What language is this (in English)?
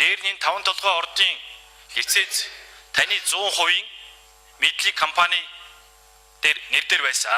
Mongolian